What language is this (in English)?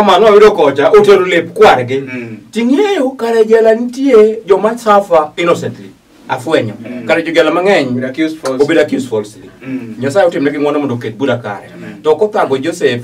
Luo (Kenya and Tanzania)